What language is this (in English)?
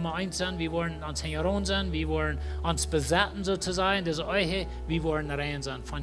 Plautdietsch